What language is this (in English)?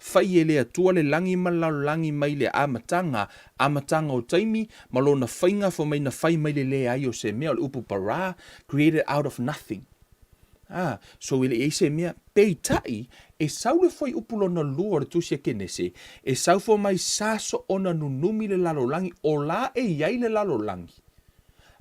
Samoan